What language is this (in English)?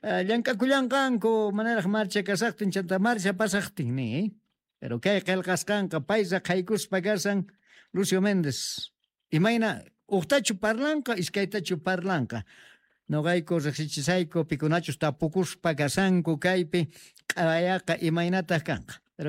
South Bolivian Quechua